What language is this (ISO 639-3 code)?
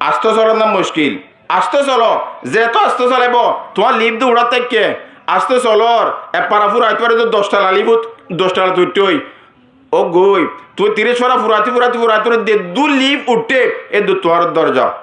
rhg